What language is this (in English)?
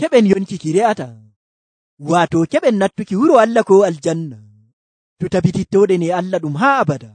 Nigerian Fulfulde